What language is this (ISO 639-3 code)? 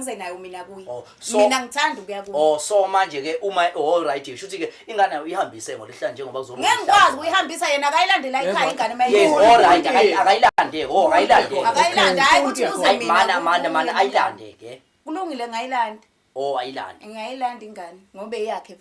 zul